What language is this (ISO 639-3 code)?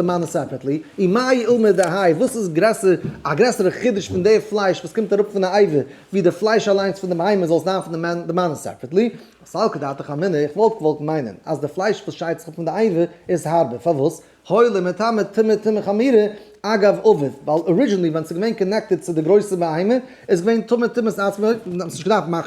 yid